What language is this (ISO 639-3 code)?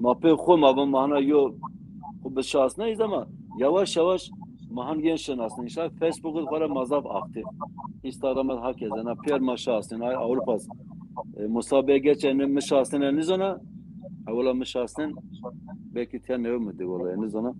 zza